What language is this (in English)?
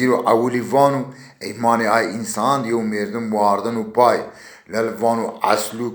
Zaza